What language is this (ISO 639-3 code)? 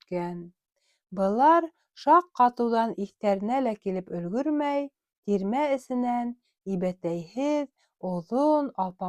bak